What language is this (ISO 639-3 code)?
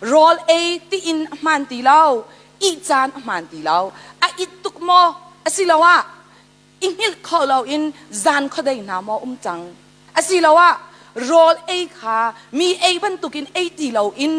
cnh